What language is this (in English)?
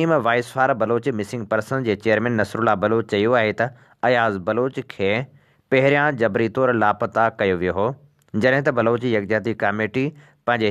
Sindhi